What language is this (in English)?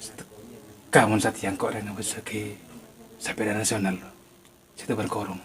Madurese